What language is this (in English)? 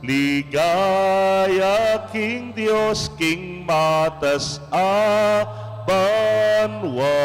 Pampanga